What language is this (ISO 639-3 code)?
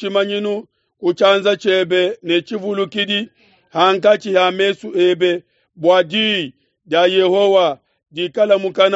lua